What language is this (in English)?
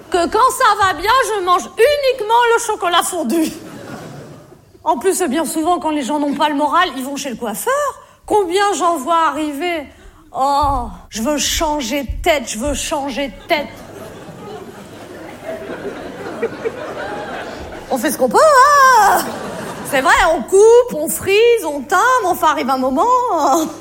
French